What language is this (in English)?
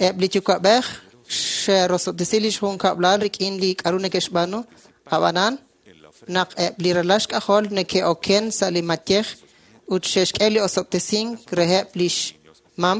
Kekchí